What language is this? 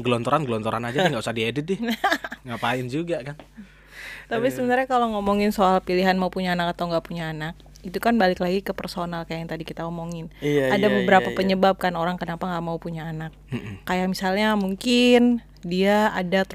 Indonesian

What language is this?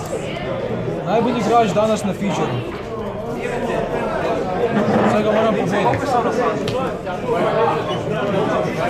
Croatian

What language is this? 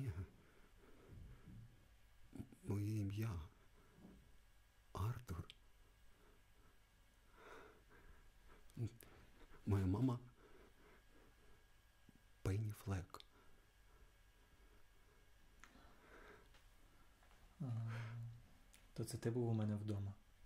Ukrainian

